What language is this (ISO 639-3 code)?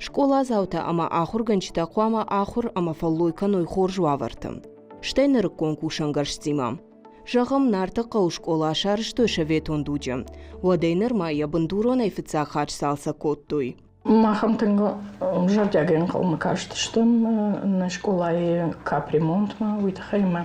oss